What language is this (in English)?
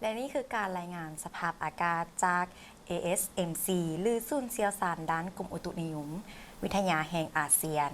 Lao